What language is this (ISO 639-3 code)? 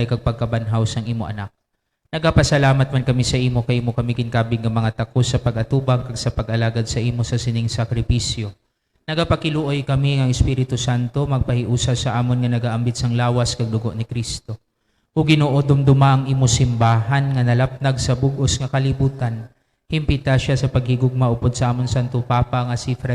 hil